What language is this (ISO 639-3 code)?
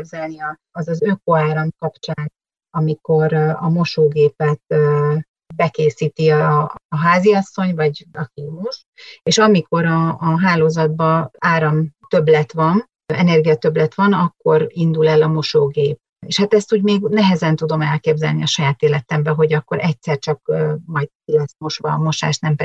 hun